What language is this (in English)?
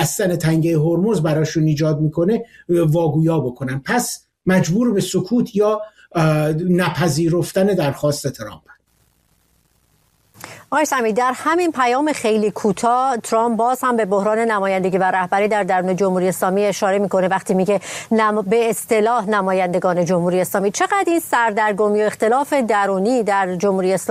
Persian